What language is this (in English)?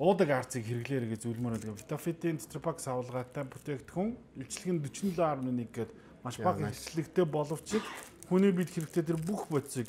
Mongolian